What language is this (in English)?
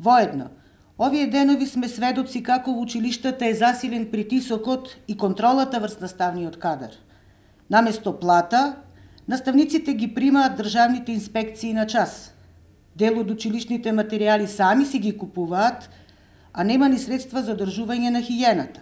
Macedonian